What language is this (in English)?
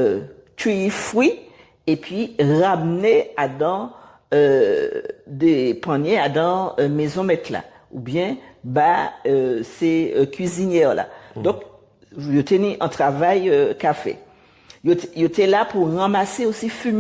Guadeloupean Creole French